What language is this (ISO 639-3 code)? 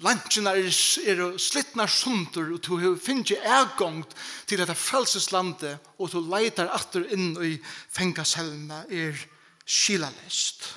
fao